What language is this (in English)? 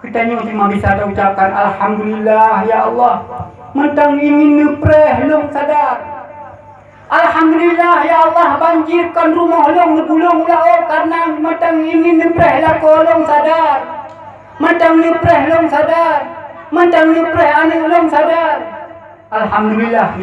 Achinese